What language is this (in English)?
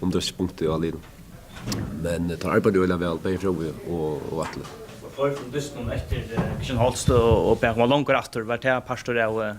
Faroese